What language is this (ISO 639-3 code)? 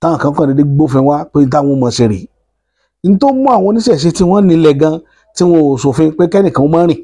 yor